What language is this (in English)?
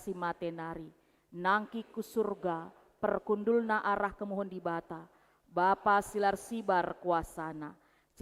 Batak Karo